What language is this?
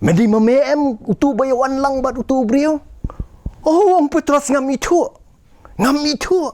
Khasi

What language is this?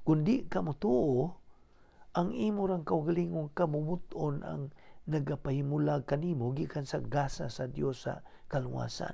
Cebuano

